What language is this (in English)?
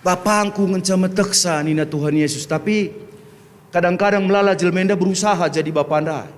Batak Karo